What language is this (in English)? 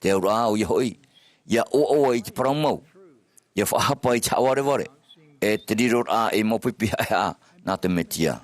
Tahitian